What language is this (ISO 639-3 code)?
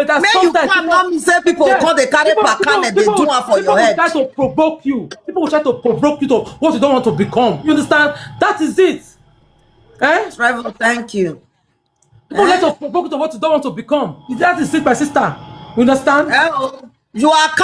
pcm